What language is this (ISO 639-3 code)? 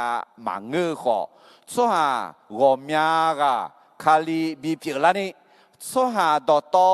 ahk